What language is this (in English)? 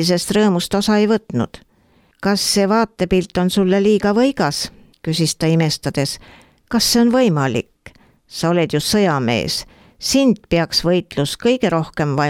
Estonian